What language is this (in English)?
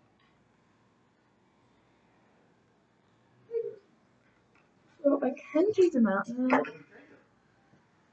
English